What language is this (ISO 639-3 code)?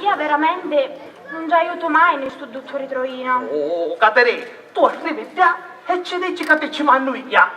scn